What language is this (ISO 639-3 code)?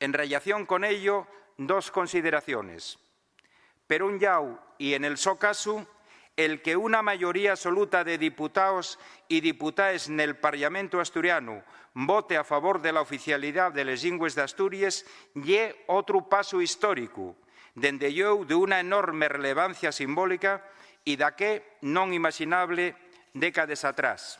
ast